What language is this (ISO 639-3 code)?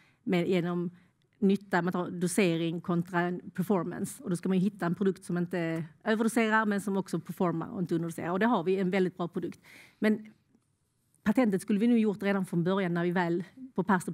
swe